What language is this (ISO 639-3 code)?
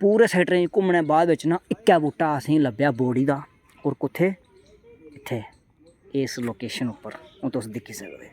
doi